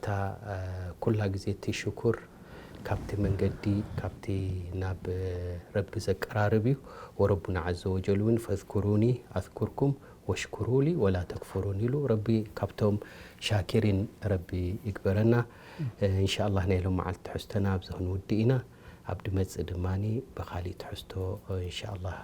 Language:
Tigrinya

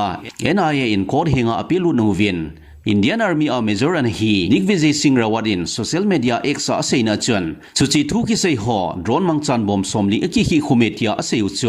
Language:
Thado Chin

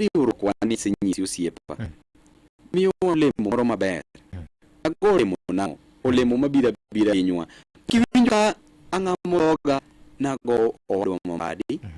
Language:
Luo (Kenya and Tanzania)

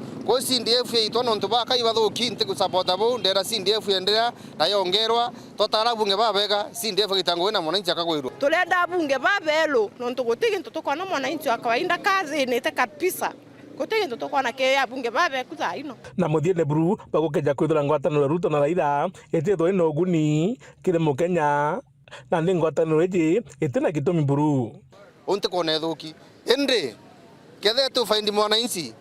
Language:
Meru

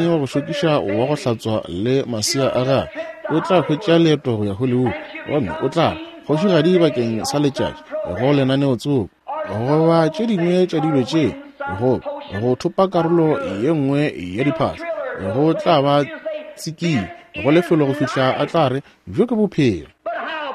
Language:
Northern Sotho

